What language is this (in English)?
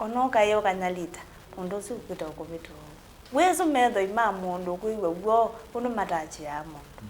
Kamba